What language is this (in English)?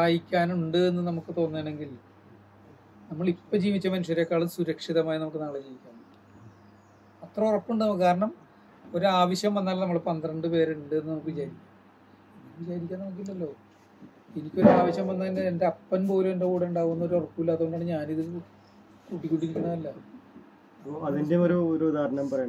Malayalam